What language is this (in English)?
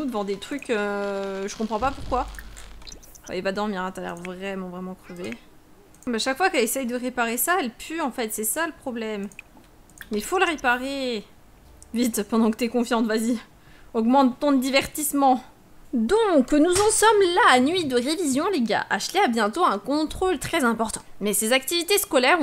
French